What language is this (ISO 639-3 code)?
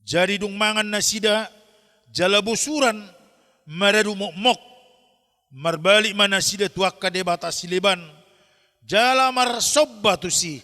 bbc